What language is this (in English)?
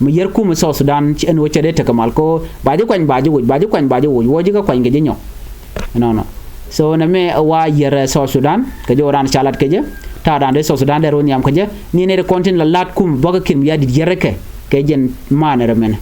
Nuer